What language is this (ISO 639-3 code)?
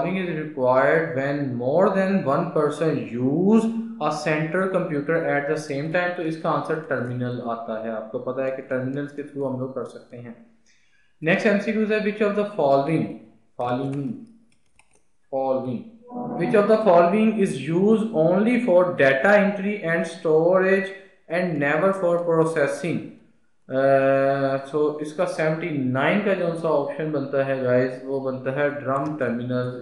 hin